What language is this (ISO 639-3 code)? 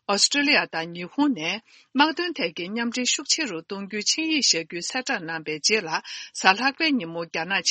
bod